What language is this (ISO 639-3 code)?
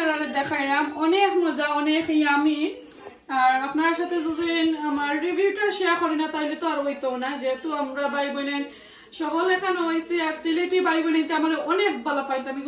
syl